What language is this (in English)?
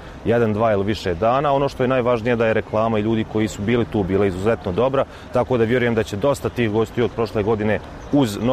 Croatian